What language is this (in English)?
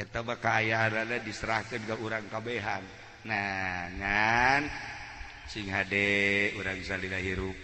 Sundanese